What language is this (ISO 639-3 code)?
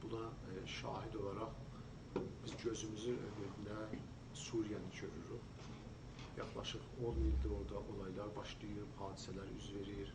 azb